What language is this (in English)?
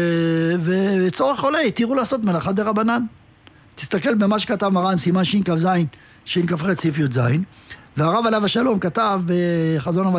Hebrew